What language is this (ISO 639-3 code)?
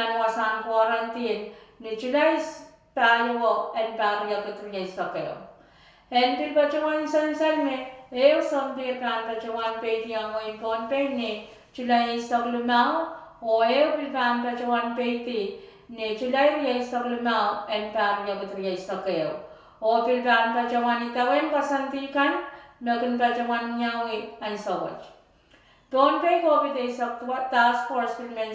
pon